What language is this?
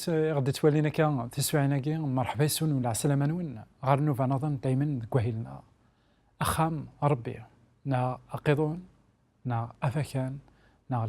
Kabyle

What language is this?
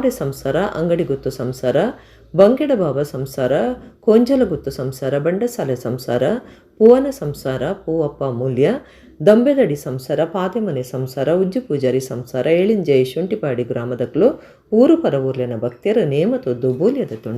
Tulu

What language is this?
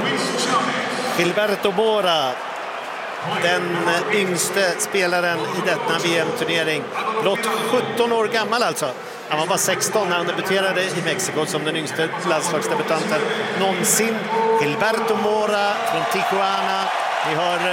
Swedish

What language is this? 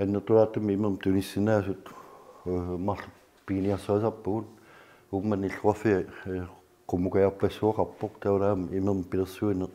Kalaallisut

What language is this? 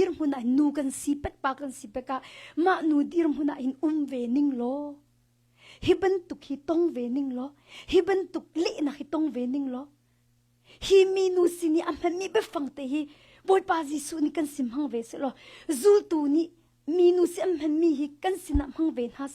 Hakha Chin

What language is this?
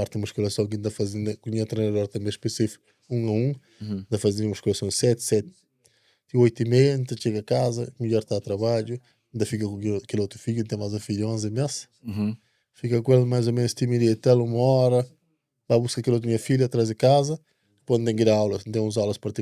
Kabuverdianu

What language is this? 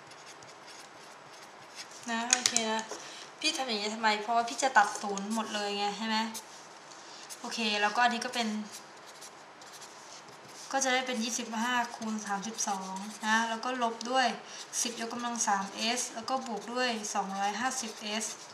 Thai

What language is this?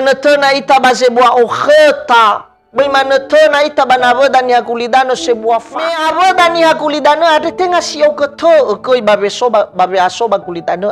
Nias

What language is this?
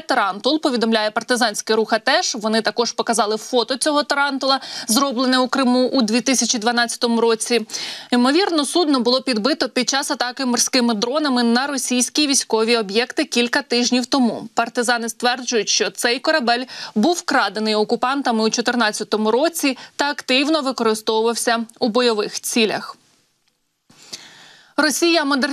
Ukrainian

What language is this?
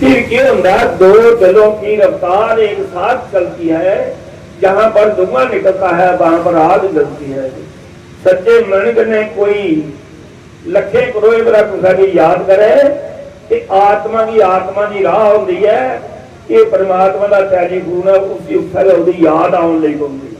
Dogri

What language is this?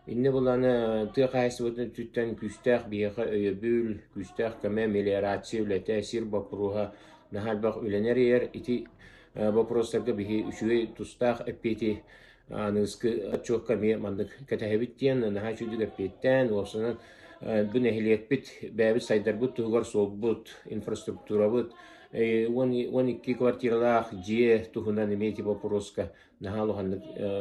Yakut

